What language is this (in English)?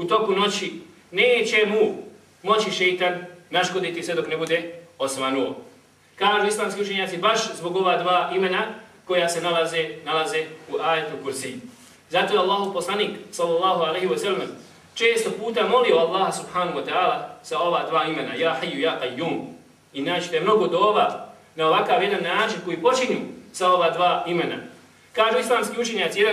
Bosnian